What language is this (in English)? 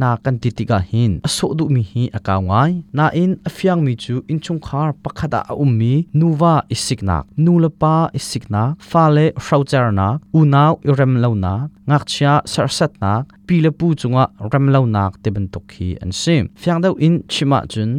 Hakha Chin